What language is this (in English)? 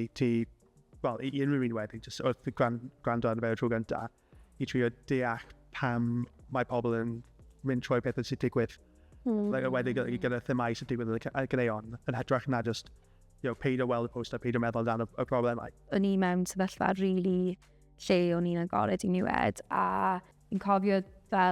Welsh